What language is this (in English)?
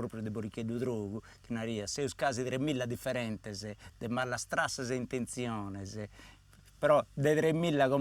Sardinian